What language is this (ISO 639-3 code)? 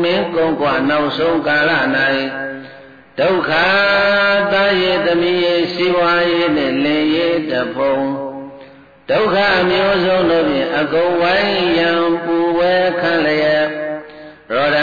mya